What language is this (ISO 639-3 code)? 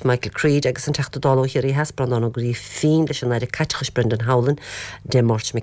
gle